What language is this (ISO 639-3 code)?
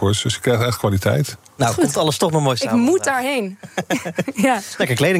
nld